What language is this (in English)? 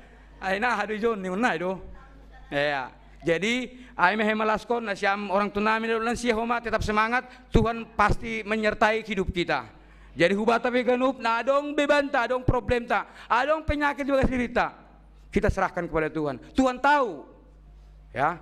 Batak Simalungun